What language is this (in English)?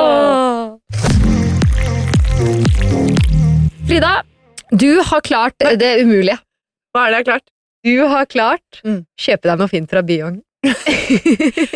Norwegian